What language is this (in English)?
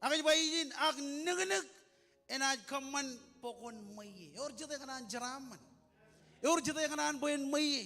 Marshallese